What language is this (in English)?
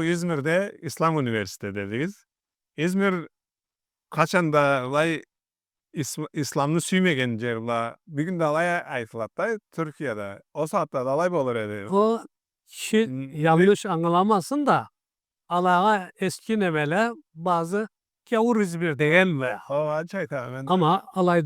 Karachay-Balkar